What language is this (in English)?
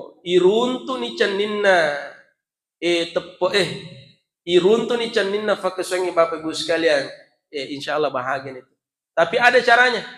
Buginese